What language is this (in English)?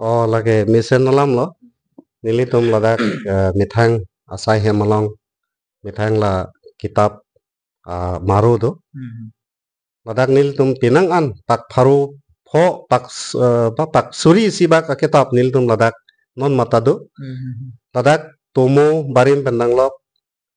Karbi